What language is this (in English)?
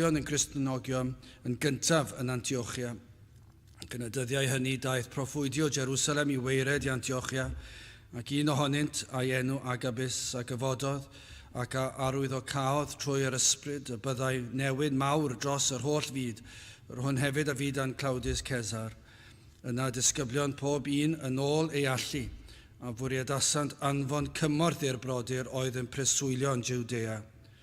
Welsh